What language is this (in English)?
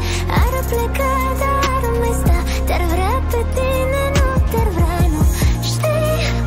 Romanian